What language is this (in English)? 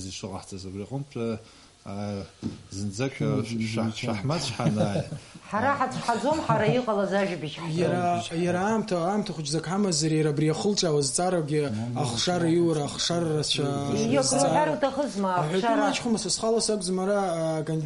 Abkhazian